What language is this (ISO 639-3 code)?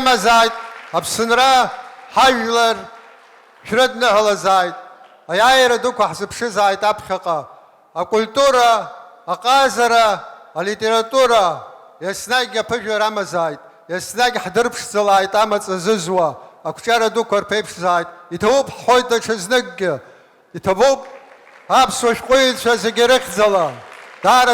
abk